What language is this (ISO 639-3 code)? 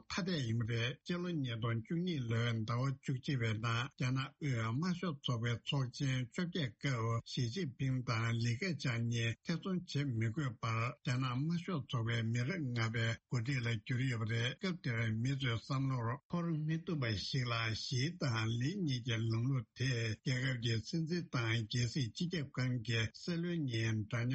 bod